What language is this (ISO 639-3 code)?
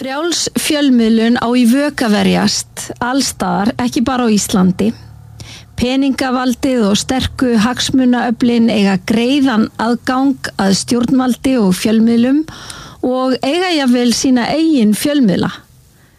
isl